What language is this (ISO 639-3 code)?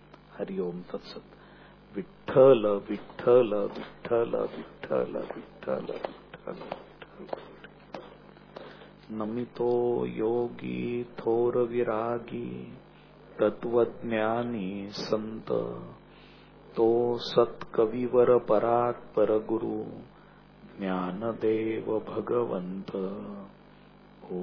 mar